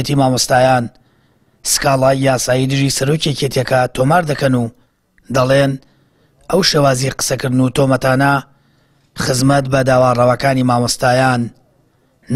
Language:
Central Kurdish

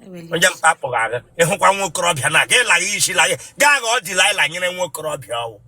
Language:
Igbo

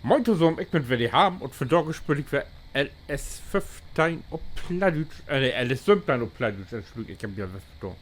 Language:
Low German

